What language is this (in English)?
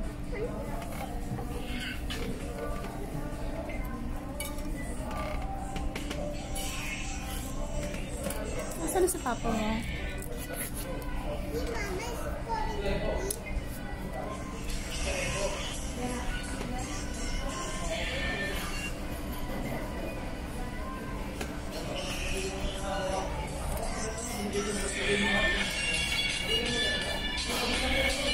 Filipino